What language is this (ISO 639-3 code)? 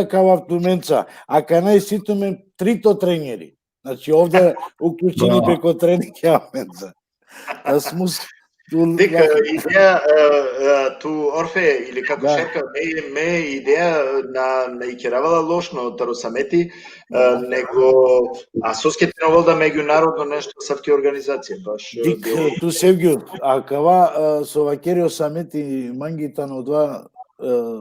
rmn